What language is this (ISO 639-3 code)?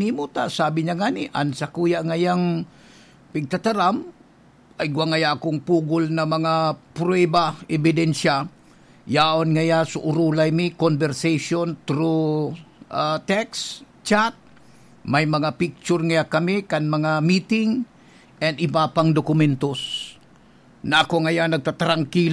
bik